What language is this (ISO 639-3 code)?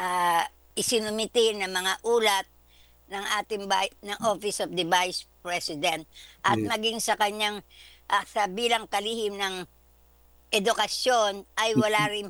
fil